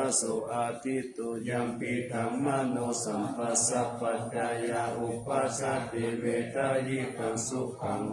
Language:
Pali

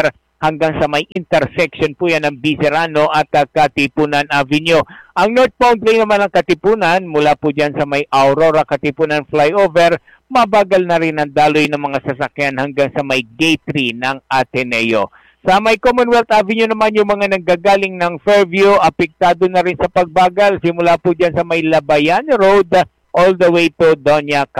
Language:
Filipino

